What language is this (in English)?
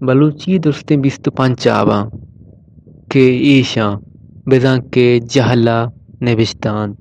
Baluchi